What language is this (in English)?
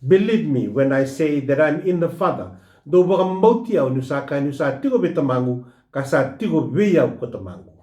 Fijian